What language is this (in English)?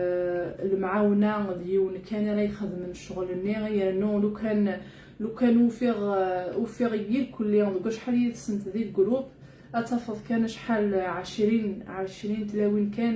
Algerian Arabic